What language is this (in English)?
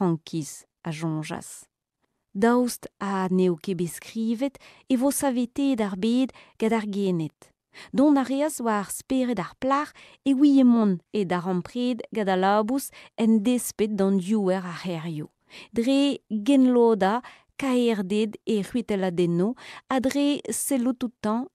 Breton